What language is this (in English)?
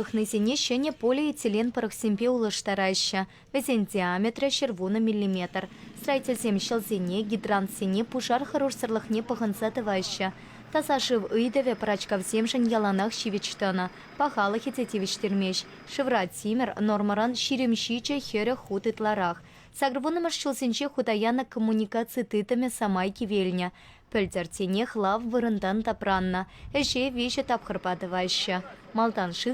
Chuvash